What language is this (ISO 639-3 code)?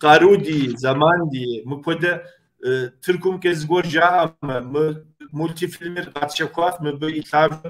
kbd